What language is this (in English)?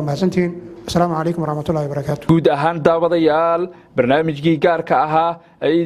Somali